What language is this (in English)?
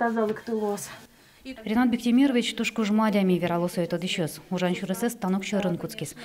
Udmurt